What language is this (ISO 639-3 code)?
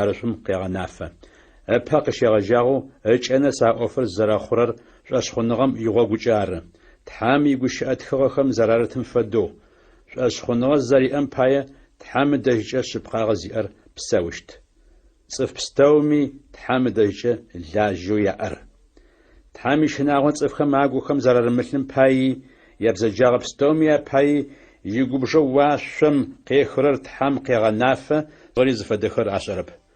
ady